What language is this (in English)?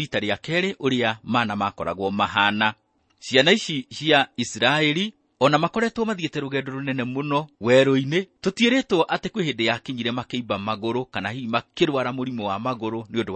Kikuyu